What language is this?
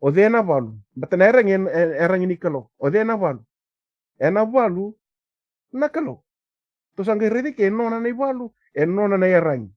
Fijian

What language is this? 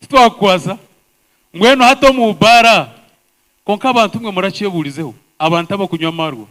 Nyankole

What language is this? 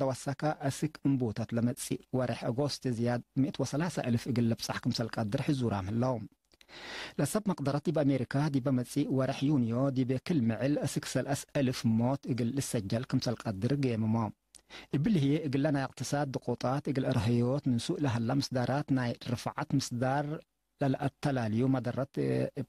Tigre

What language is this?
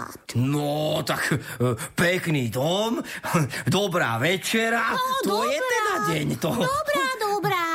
Slovak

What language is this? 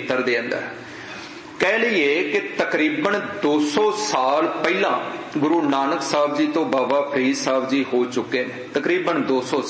Punjabi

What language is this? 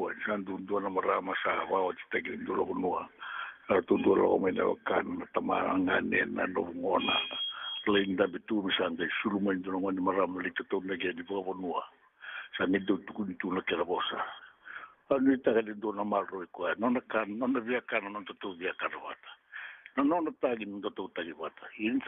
Fijian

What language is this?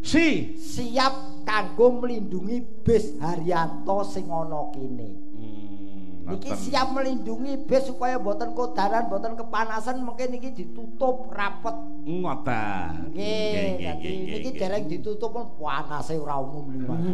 Javanese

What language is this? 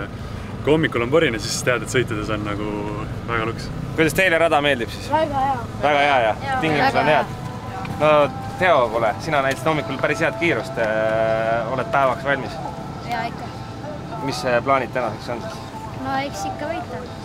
Estonian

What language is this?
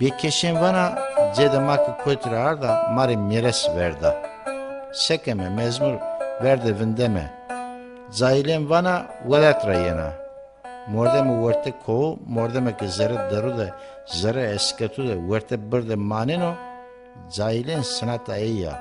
Zaza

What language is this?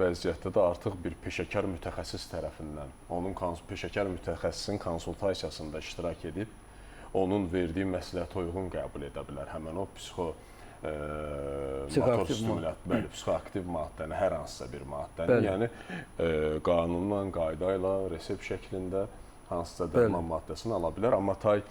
Azerbaijani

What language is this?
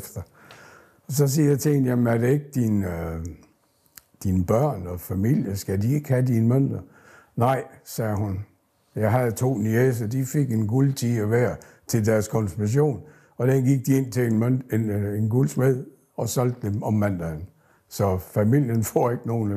Danish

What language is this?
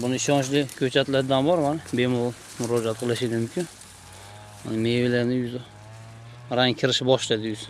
Uzbek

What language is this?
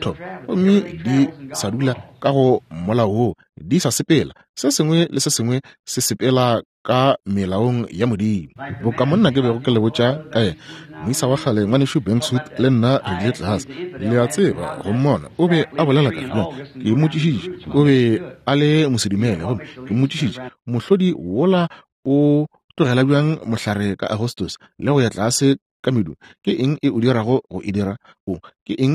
Northern Sotho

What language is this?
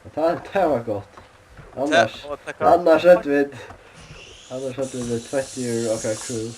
Faroese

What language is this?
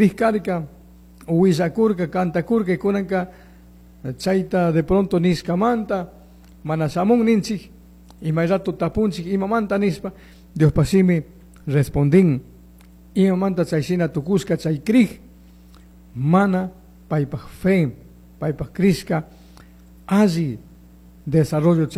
Chimborazo Highland Quichua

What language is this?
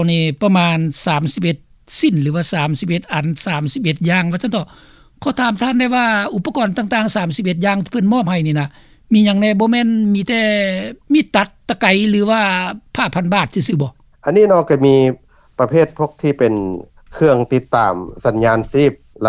Lao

